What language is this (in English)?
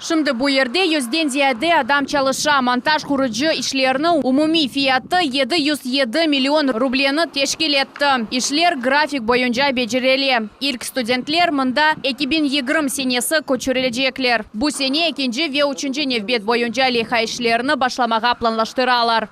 Crimean Tatar